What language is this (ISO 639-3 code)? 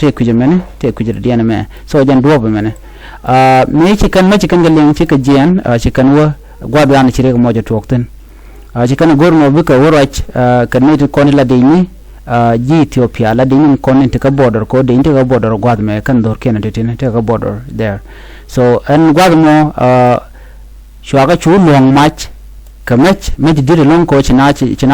nus